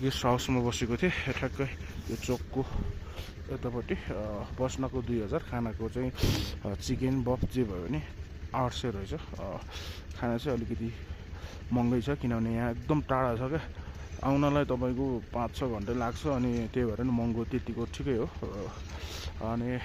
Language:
Nepali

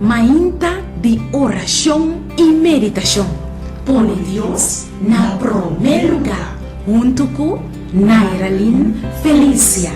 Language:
Papiamento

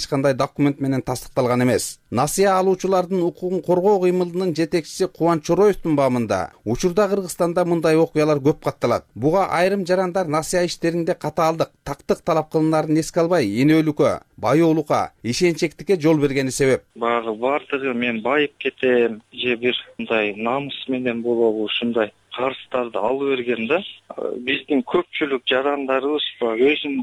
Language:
Kyrgyz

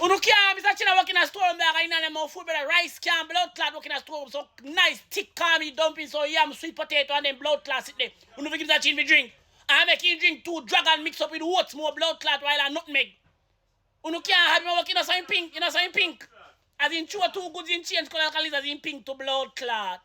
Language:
Jamaican Creole English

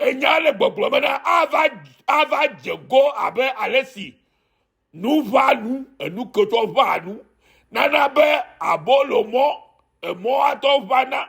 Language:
Ewe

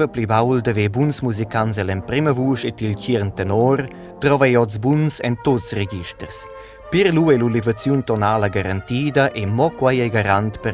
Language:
Romansh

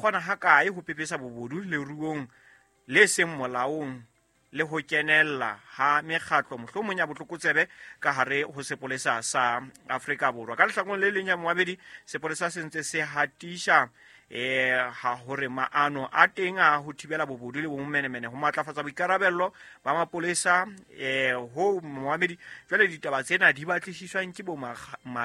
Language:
Southern Sotho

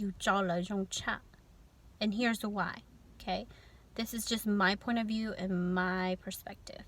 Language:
Hmong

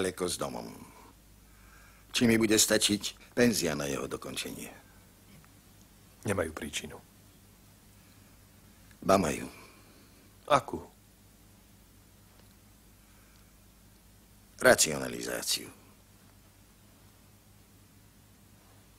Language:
Slovak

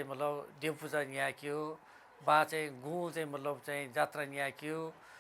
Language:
Newari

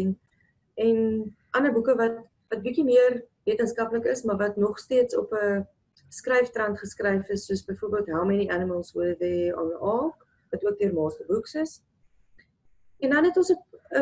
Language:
Afrikaans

